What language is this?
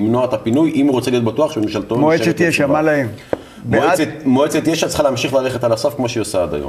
Hebrew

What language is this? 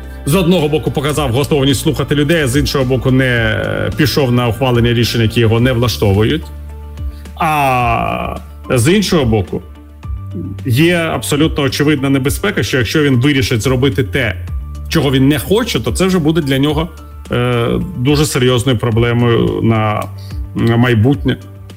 Ukrainian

